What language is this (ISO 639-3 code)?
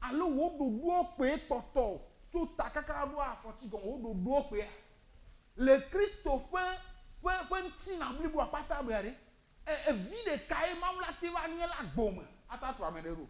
ewe